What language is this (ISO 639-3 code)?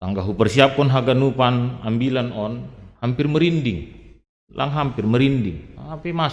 bts